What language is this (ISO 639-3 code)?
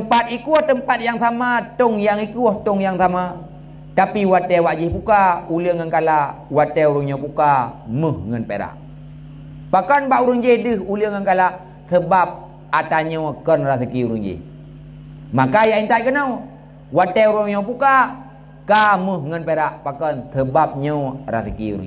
ace